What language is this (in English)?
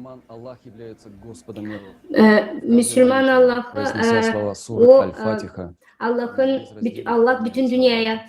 Gagauz